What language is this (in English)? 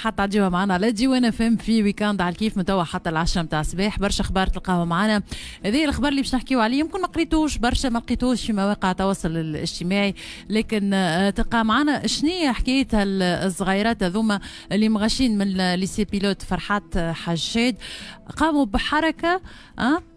Tunisian Arabic